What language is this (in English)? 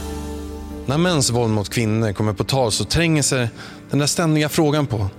Swedish